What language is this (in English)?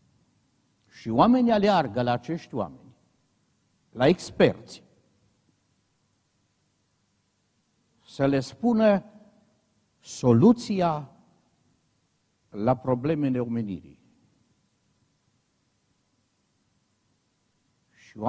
Romanian